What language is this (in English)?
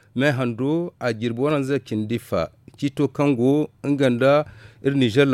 Zarma